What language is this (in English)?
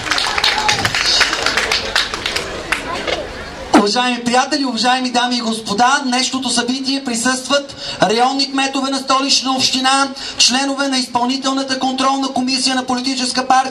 Bulgarian